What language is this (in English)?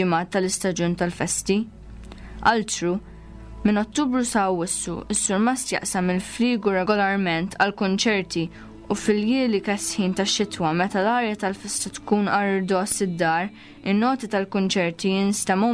Maltese